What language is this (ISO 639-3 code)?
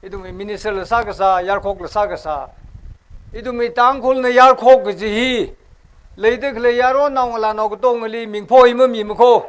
nmf